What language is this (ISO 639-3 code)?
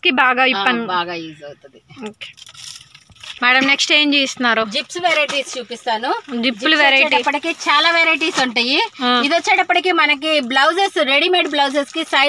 tel